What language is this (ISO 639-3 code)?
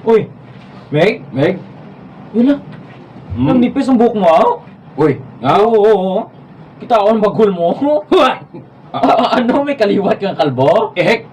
hil